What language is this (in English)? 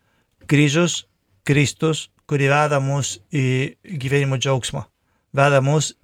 Lithuanian